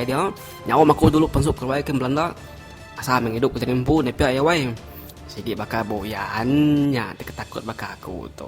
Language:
Iban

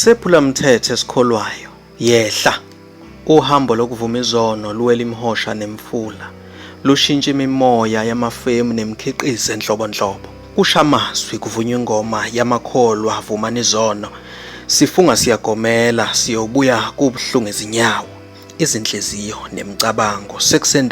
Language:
Zulu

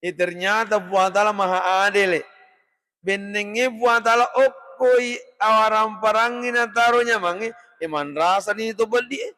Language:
Buginese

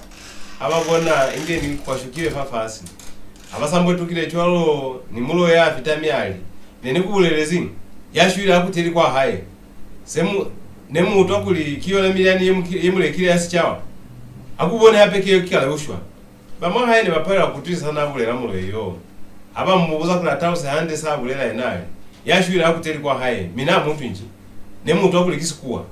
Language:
Lozi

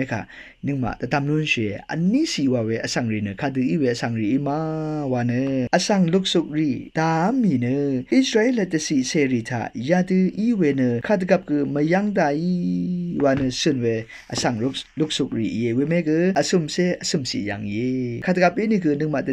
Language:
Rawang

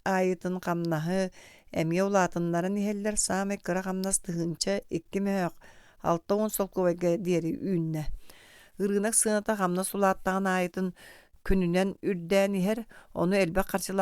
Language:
Yakut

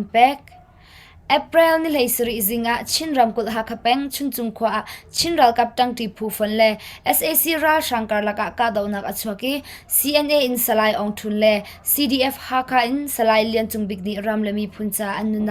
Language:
Hakha Chin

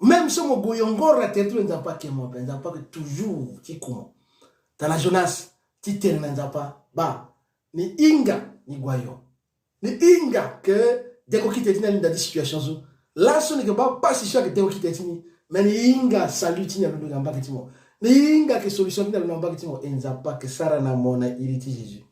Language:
Sango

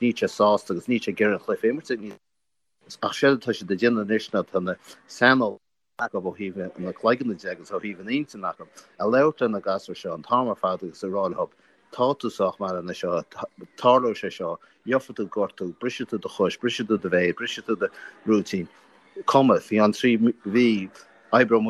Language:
Irish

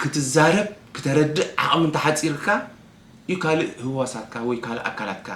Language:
Tigrinya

